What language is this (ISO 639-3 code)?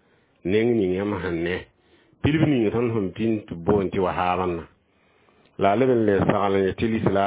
mos